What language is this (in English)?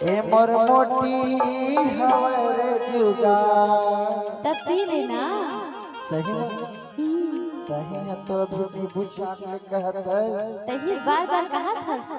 Chhattisgarhi